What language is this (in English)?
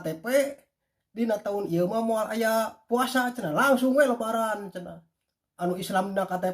Sundanese